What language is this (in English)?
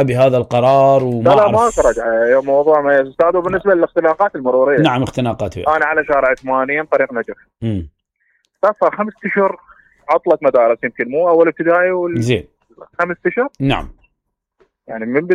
Mesopotamian Arabic